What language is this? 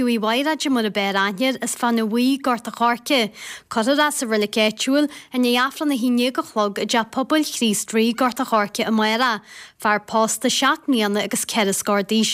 Irish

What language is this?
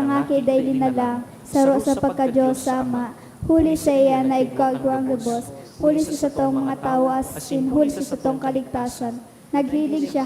Bikol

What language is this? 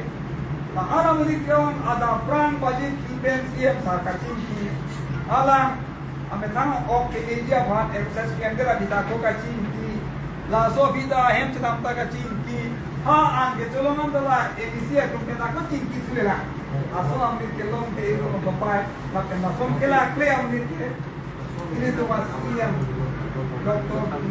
Karbi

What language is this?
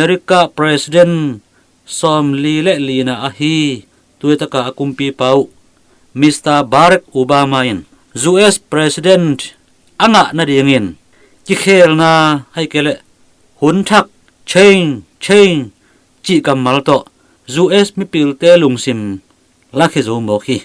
Tedim Chin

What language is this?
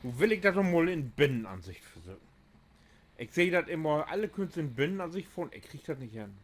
Low German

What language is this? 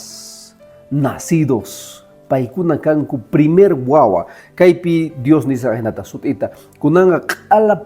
Quechua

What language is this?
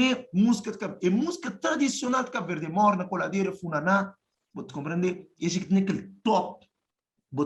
Kabuverdianu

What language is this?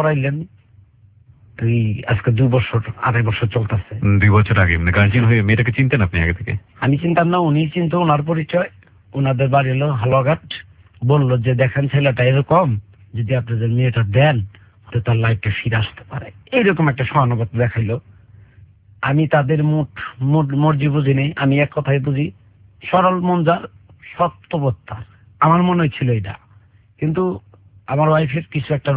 Bangla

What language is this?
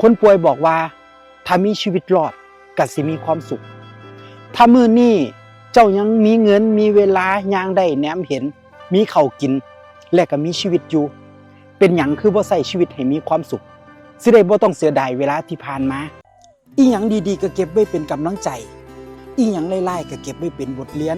Northeastern Thai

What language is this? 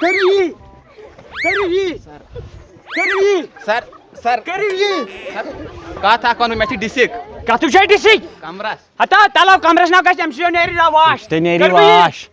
Kashmiri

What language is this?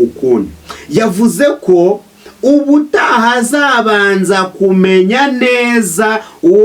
Kinyarwanda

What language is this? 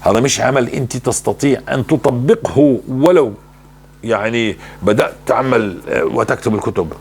North Levantine Arabic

